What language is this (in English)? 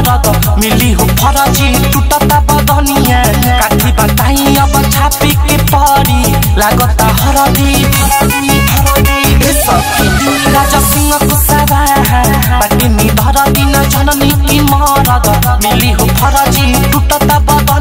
Bhojpuri